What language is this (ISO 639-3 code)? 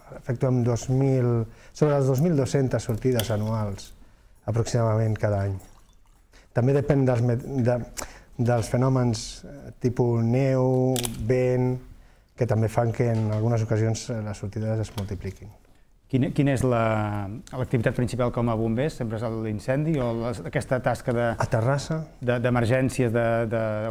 cat